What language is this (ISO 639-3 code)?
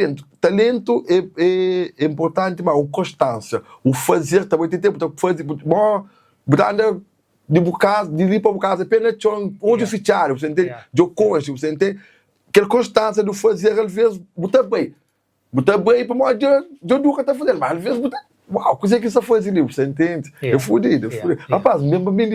kea